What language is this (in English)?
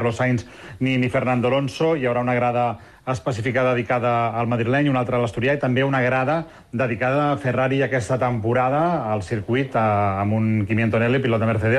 Catalan